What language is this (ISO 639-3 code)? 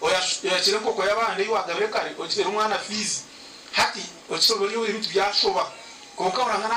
nyn